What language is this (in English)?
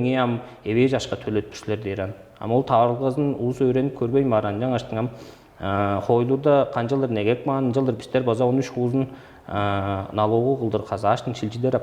Tuvinian